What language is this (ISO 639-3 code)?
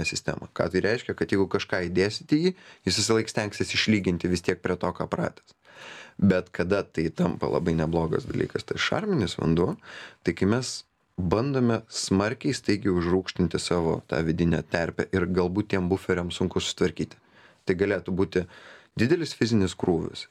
lit